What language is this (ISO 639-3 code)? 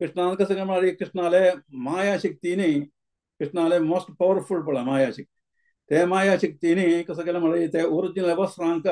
kok